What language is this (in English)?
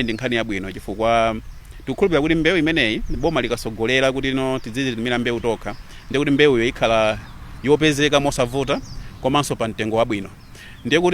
Nyanja